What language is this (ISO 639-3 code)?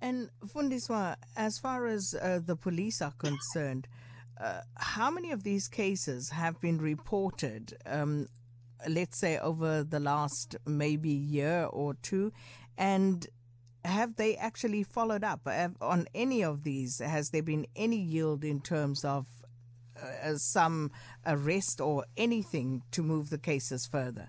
eng